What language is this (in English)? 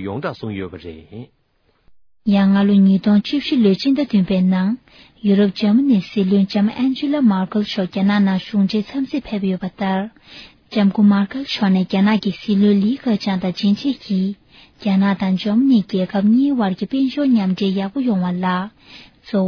Tibetan